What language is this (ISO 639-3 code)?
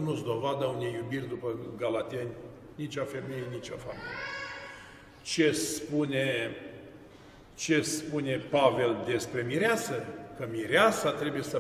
ron